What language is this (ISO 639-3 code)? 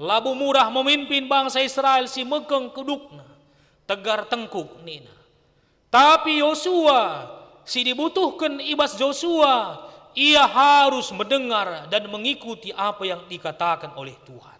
btx